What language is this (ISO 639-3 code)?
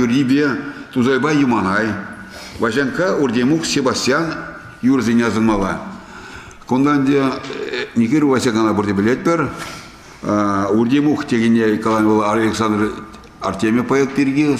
chv